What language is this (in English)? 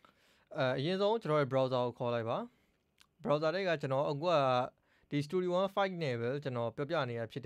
Burmese